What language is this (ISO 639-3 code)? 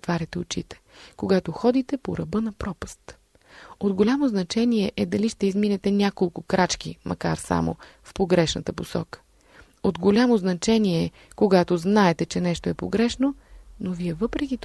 bul